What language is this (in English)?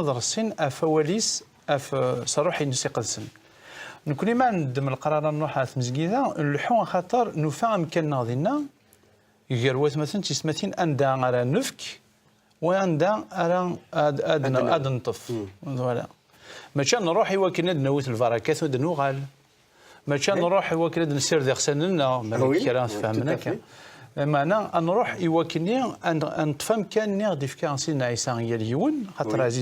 Kabyle